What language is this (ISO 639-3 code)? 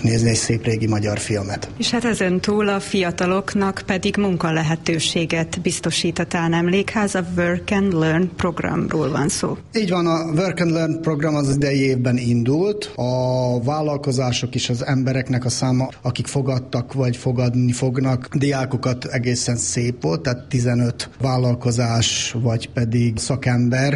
hun